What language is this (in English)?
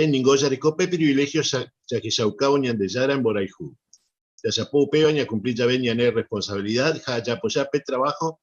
Guarani